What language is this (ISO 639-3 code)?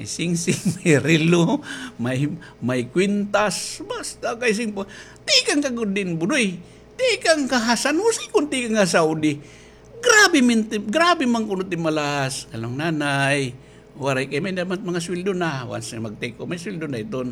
war